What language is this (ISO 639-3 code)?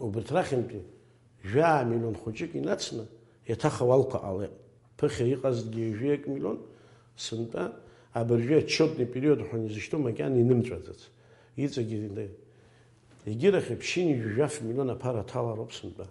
abk